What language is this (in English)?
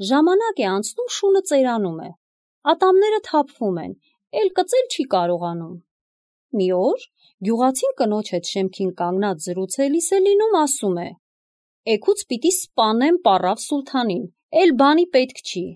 Armenian